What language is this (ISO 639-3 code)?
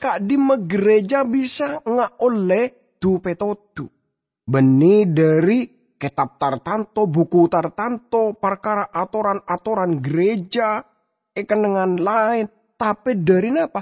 mad